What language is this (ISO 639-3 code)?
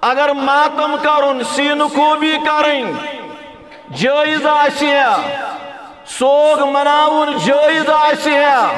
kas